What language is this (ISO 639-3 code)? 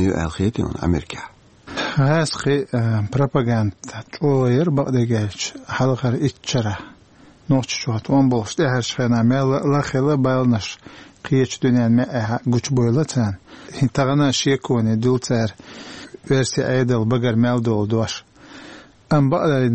che